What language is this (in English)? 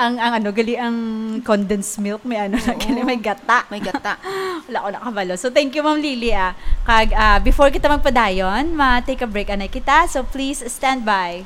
Hiligaynon